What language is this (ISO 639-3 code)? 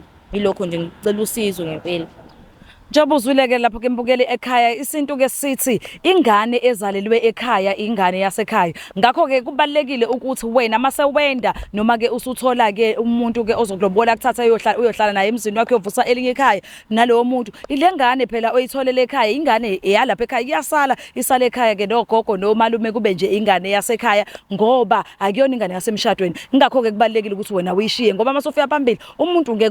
zul